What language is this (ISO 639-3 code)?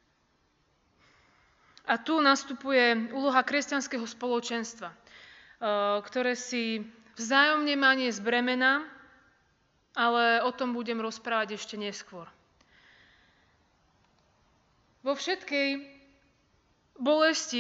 slk